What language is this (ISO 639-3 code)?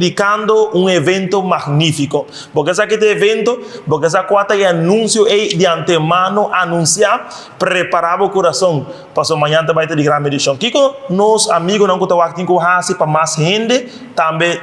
pap